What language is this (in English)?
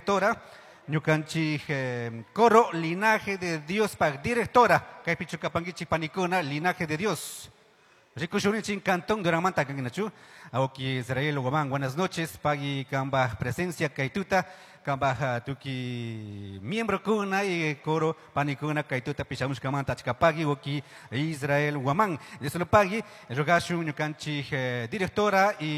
Chimborazo Highland Quichua